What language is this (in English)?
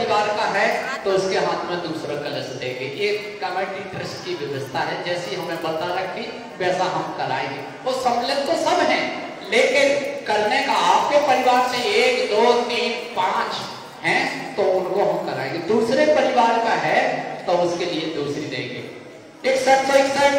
Hindi